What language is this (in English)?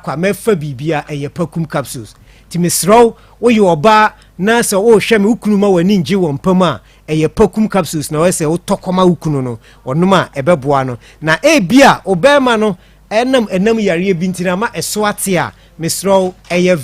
Akan